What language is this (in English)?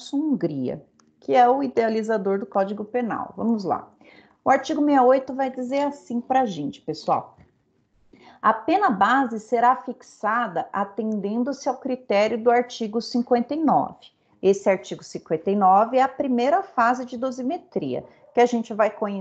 Portuguese